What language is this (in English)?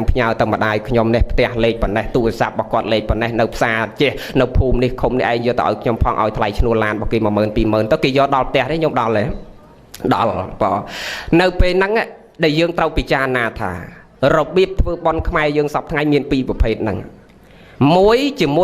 Khmer